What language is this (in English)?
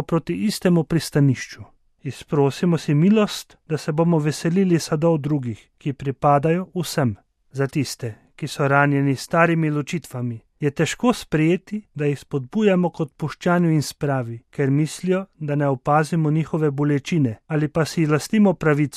Slovenian